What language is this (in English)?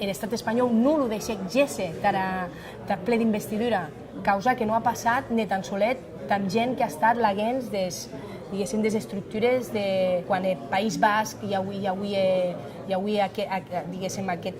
Occitan